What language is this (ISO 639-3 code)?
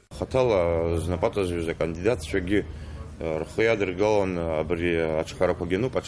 abk